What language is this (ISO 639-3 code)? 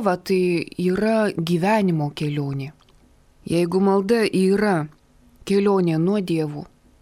lit